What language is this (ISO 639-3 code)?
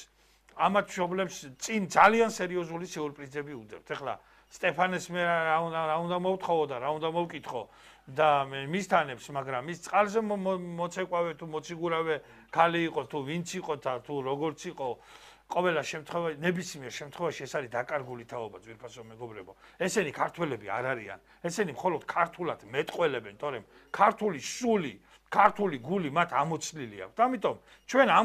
kat